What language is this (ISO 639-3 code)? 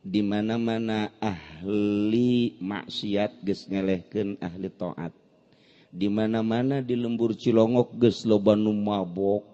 sun